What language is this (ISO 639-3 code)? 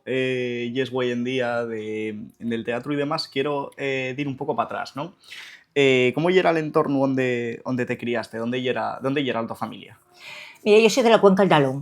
ast